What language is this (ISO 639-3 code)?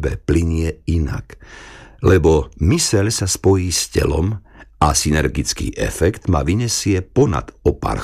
slk